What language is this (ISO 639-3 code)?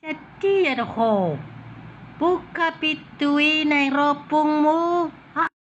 bbc